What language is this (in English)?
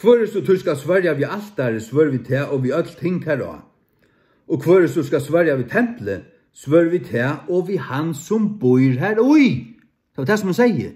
Faroese